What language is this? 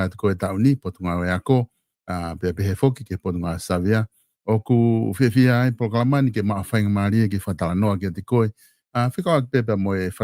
Tongan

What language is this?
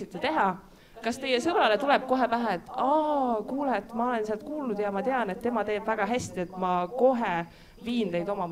Estonian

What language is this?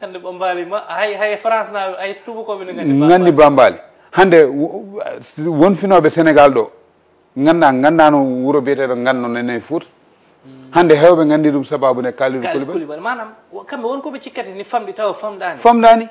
Fula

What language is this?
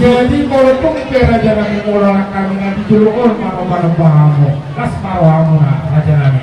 Batak Toba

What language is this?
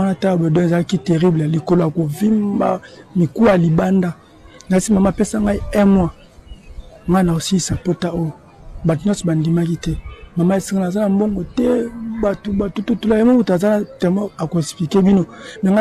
Lingala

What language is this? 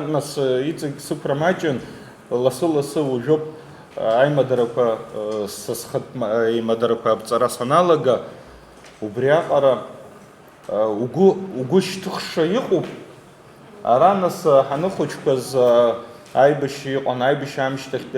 Abkhazian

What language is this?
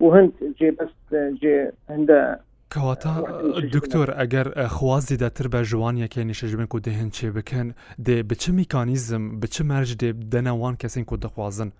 Kurdish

